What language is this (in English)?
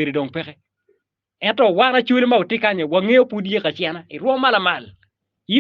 Acoli